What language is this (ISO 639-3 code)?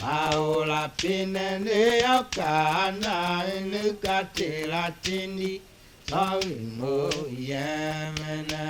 tiv